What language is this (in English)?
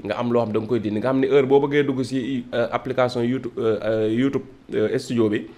Wolof